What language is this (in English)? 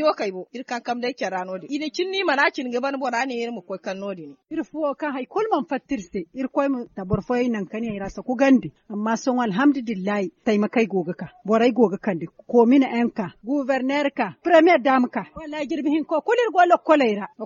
Zarma